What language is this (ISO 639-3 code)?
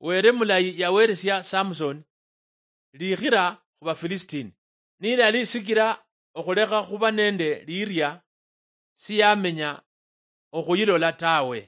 luy